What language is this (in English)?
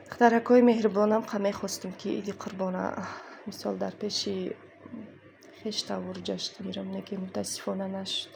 Tajik